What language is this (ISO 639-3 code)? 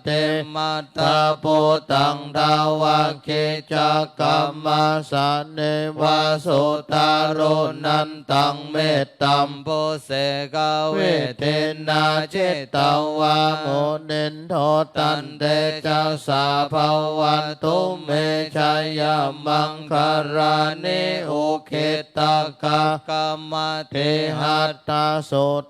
pli